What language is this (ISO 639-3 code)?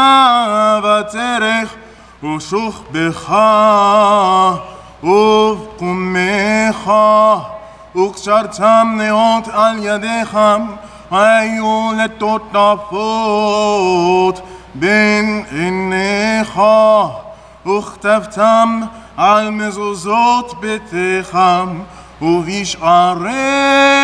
heb